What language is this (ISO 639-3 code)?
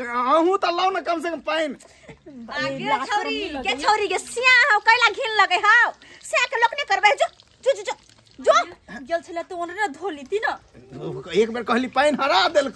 mai